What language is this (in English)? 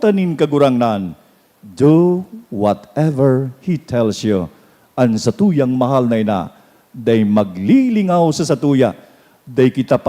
Bikol